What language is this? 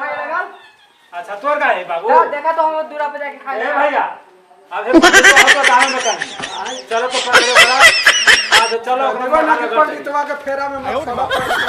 Magahi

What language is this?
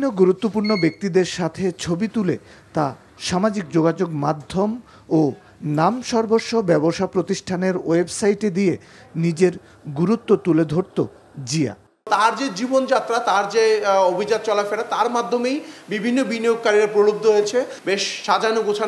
Bangla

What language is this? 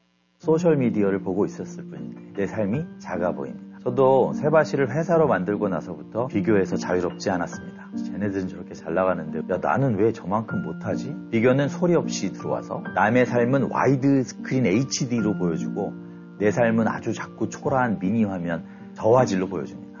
Korean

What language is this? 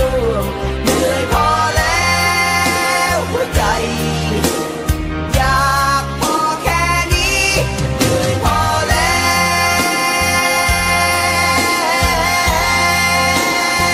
Thai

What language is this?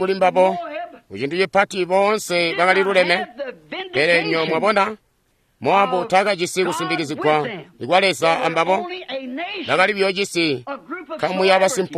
Tonga (Zambia)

